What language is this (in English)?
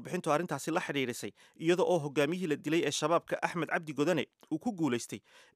Somali